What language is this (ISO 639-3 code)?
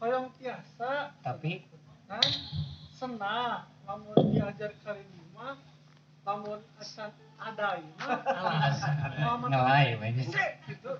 sun